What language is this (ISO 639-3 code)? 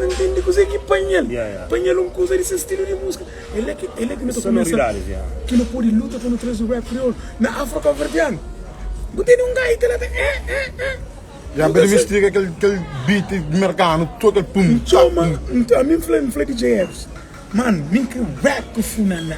kea